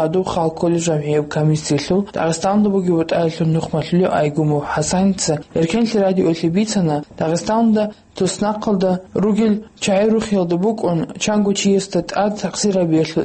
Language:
Avaric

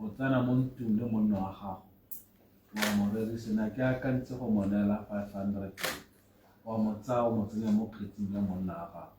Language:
Tswana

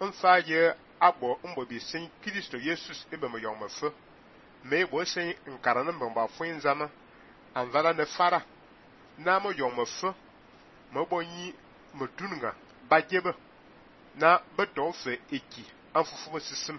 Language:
Fang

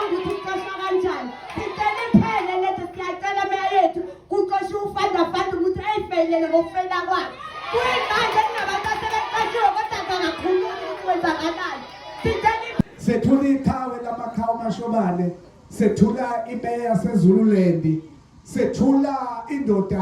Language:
Zulu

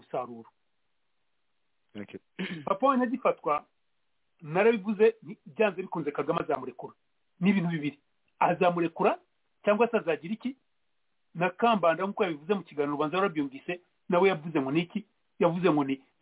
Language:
Kinyarwanda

